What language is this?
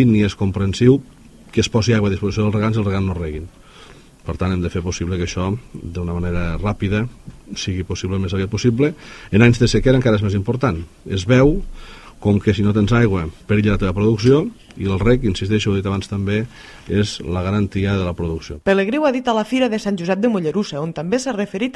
Catalan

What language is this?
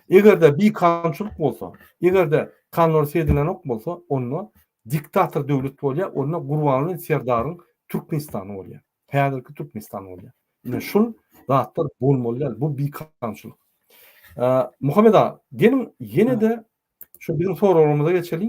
Turkmen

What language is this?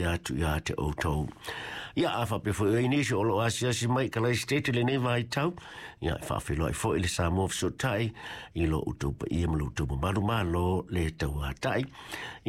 Samoan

